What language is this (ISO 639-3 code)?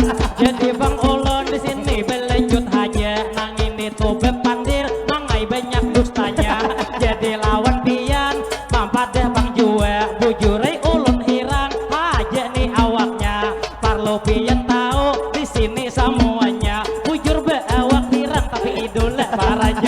bjn